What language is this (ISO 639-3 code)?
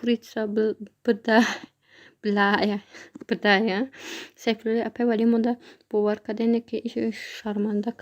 tgk